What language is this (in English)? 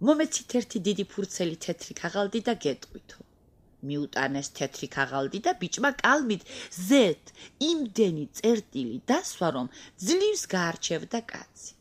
Georgian